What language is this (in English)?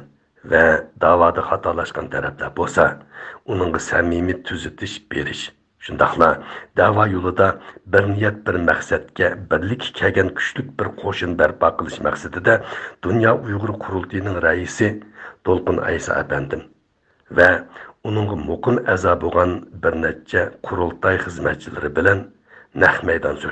Uyghur